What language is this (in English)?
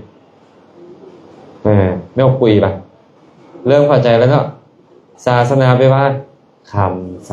Lao